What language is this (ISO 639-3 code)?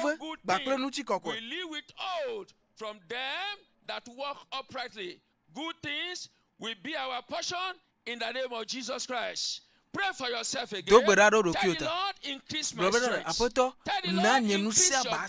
ewe